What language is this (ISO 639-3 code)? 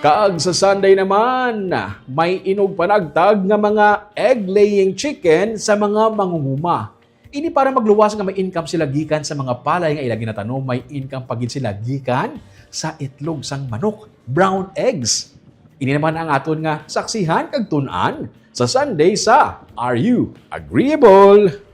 hil